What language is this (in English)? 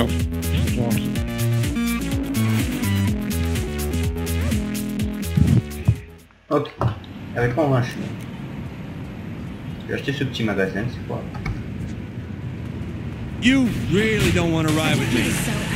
French